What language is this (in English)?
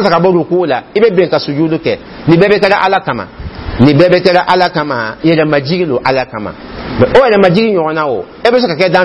Dyula